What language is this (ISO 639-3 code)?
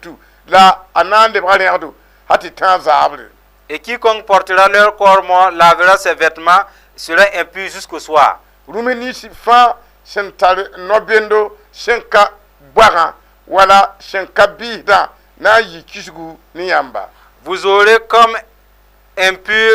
mos